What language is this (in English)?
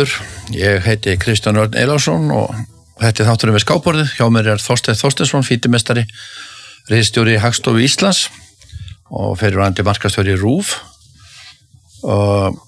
Icelandic